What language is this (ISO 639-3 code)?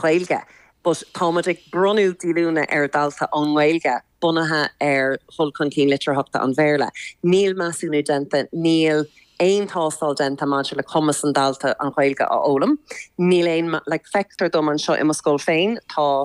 gle